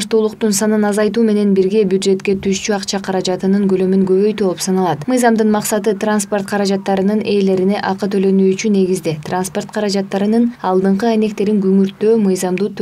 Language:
Kyrgyz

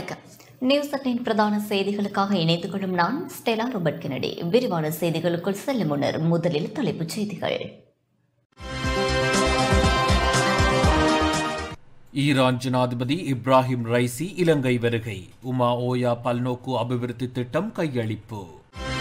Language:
Tamil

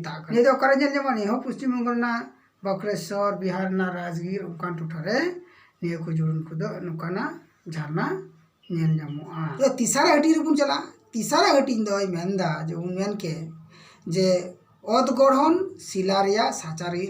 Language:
Santali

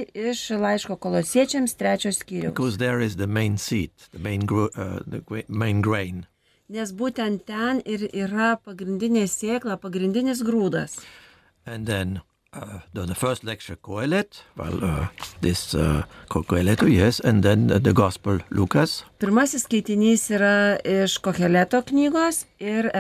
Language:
Lithuanian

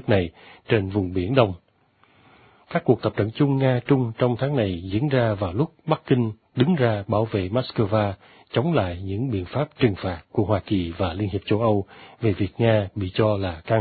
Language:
Vietnamese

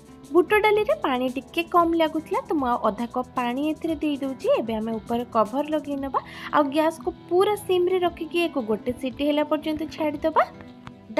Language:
Odia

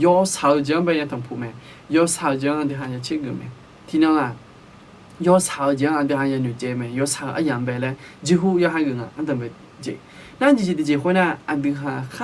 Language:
Akha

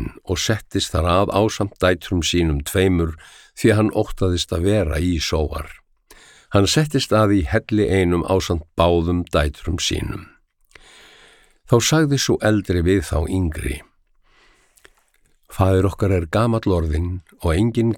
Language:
Icelandic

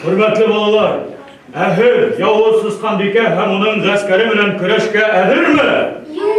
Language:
Bashkir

